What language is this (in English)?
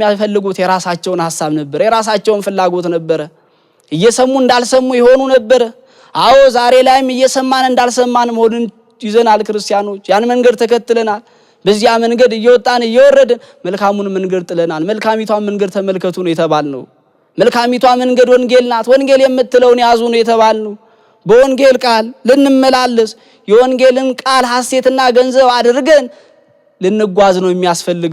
Amharic